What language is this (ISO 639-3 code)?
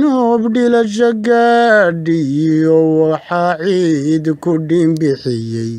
som